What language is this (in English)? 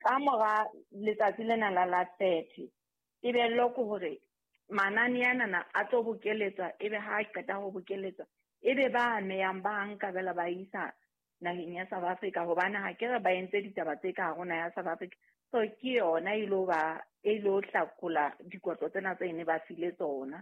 Southern Sotho